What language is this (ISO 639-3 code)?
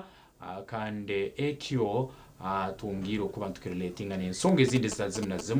nyn